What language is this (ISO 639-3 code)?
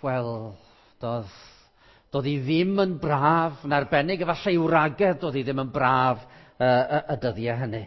cym